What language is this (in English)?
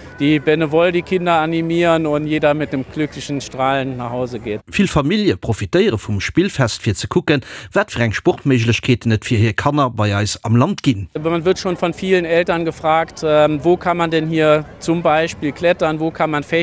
Luxembourgish